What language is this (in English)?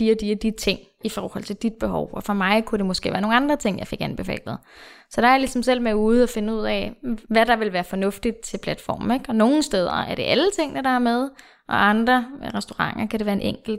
Danish